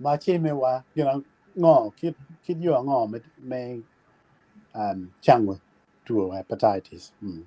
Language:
Acoli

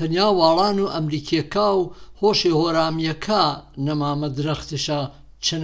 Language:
Gurani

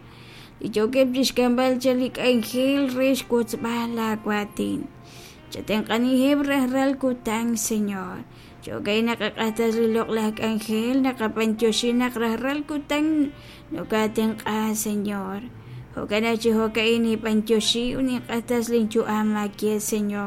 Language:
Kekchí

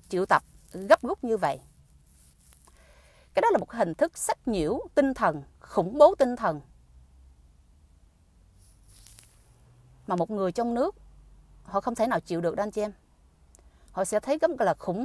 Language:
Vietnamese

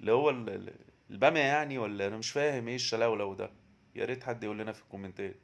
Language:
Egyptian Arabic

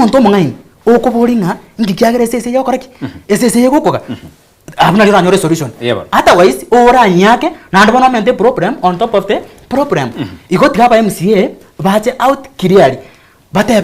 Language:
Gusii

